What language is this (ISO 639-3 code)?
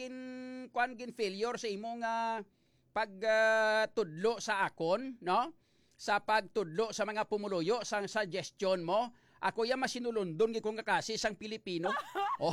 hil